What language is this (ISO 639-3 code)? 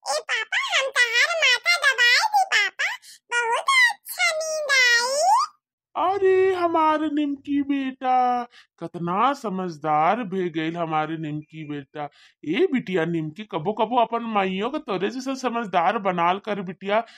bho